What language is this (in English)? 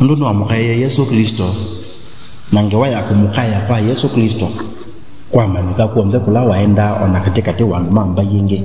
Kamba